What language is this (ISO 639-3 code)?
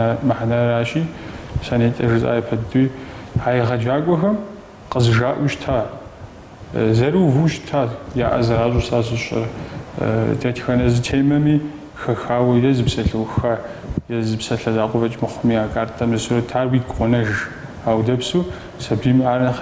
kbd